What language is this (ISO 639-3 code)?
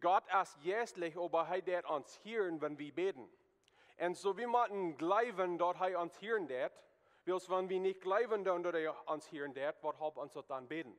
pdt